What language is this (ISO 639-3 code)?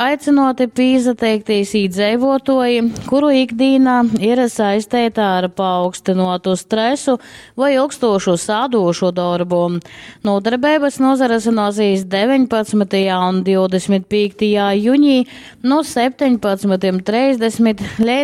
ltg